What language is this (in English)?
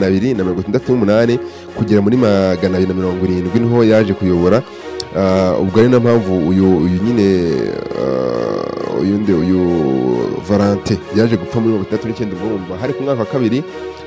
Kinyarwanda